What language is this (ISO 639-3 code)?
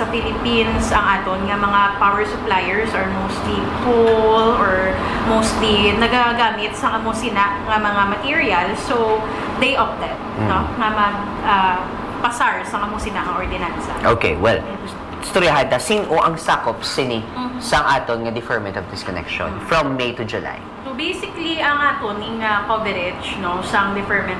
hil